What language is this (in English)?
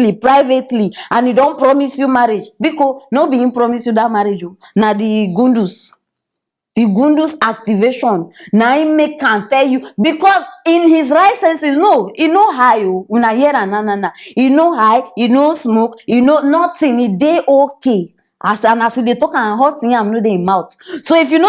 Nigerian Pidgin